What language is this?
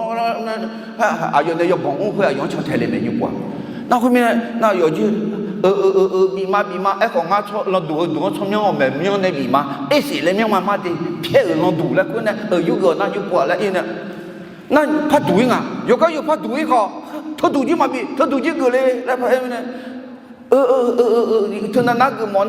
Akha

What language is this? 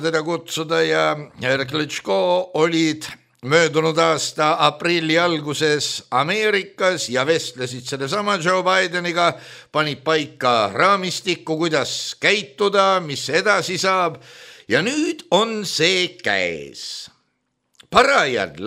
Estonian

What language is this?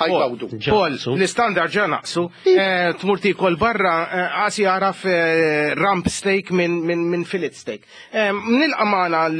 Maltese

